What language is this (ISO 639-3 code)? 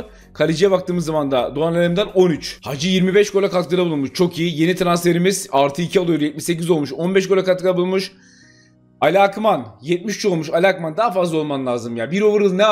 tur